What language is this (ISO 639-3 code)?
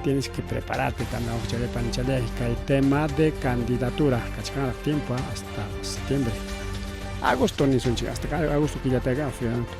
quy